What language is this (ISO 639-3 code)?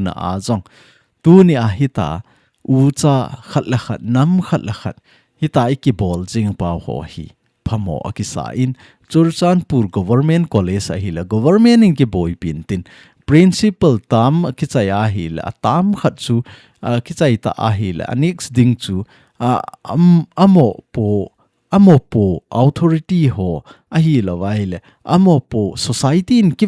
tcz